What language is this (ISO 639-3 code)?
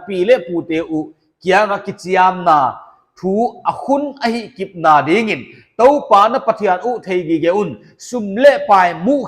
pck